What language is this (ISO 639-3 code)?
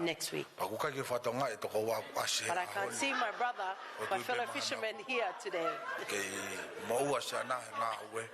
ton